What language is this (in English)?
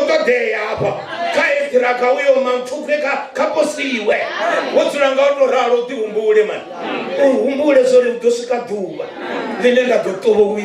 Venda